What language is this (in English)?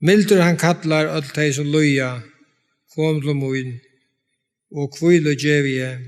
Faroese